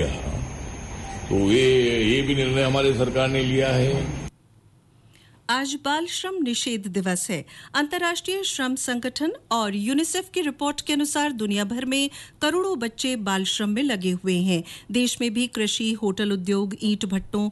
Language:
Hindi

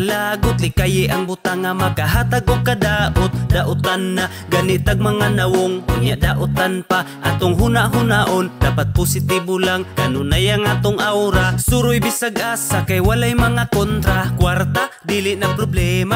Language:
Cebuano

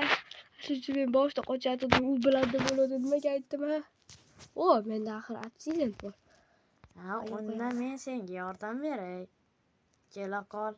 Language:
Uzbek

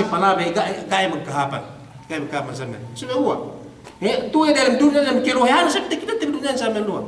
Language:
Yakan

